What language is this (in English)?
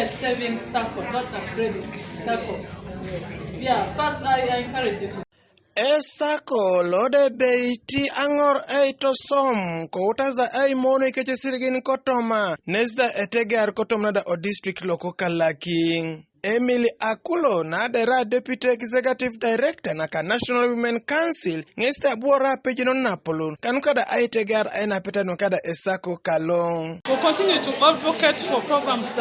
Teso